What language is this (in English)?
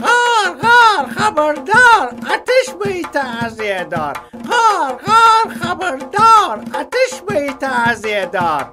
Gilaki